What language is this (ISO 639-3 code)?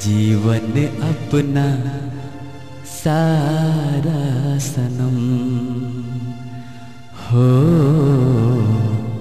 hne